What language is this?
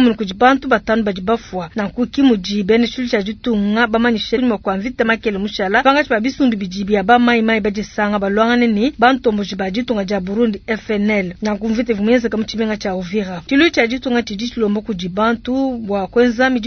Luba-Lulua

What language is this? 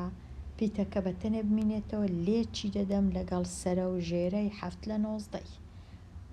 Central Kurdish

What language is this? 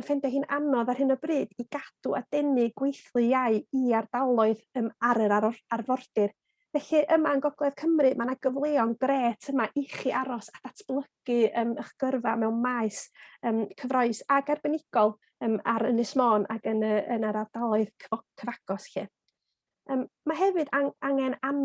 Welsh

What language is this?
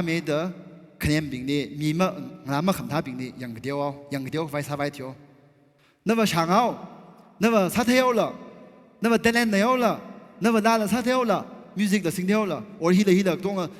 Tangkhul Naga (India)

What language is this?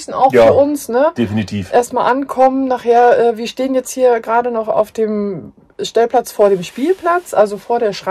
German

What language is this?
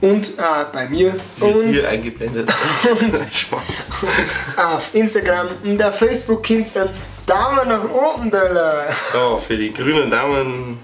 Bavarian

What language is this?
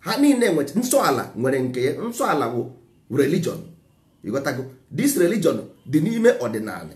Igbo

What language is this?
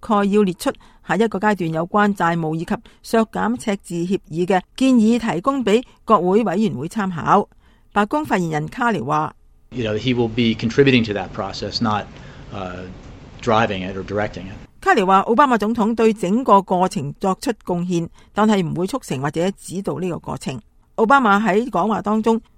Cantonese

